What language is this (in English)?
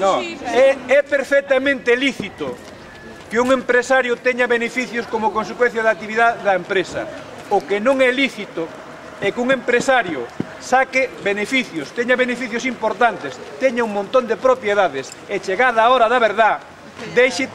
Galician